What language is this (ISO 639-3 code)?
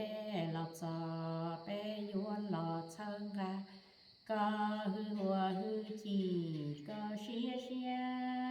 hmn